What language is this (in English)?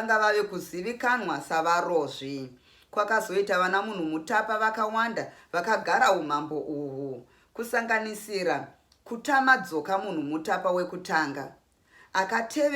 Shona